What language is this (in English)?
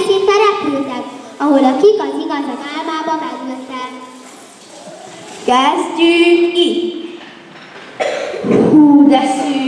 Hungarian